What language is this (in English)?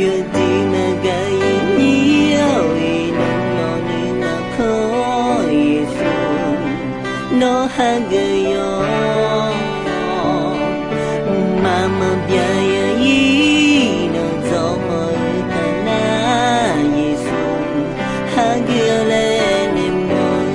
Akha